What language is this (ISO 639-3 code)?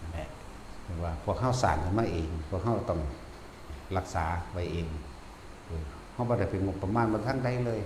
tts